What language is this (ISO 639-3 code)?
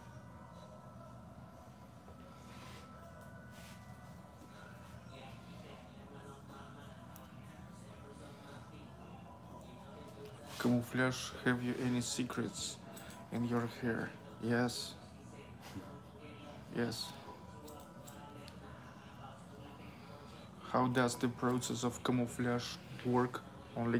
eng